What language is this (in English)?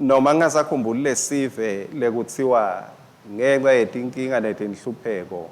Swati